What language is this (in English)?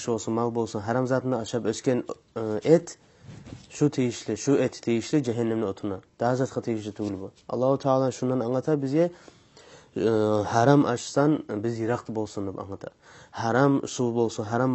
Kumyk